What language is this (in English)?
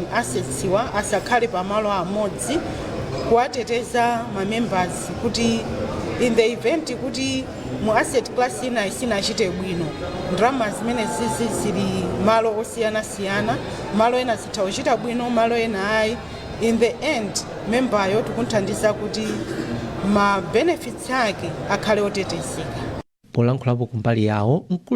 Nyanja